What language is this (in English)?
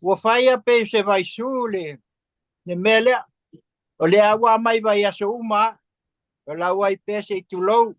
Samoan